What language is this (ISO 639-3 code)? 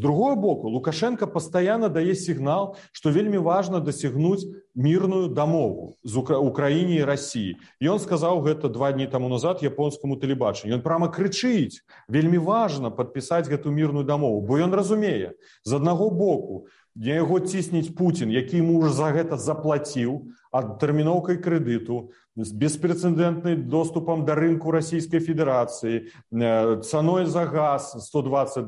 bel